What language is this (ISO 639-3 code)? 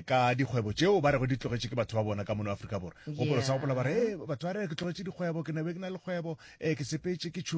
nso